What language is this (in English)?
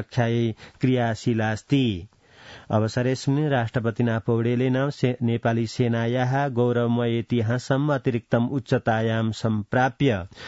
Sanskrit